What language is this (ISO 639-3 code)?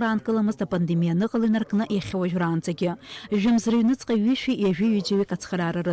abk